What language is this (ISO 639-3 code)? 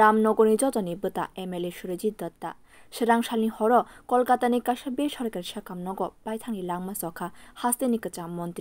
trp